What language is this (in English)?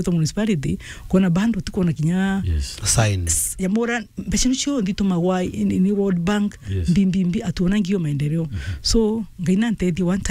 Meru